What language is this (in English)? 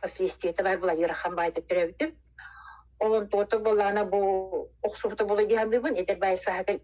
Yakut